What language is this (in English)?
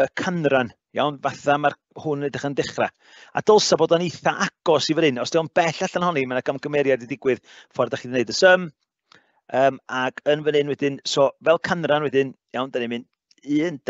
Welsh